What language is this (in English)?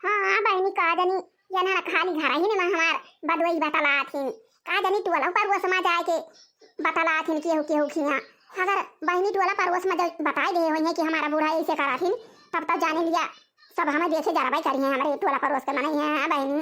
Awadhi